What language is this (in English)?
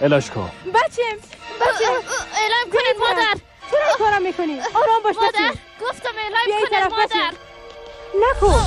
Persian